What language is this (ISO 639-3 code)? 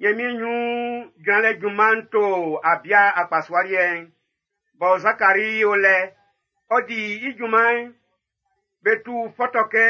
bci